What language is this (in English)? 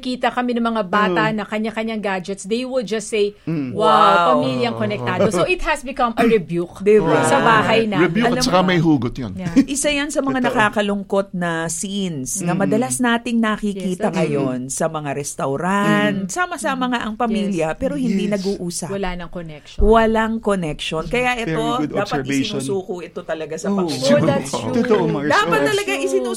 Filipino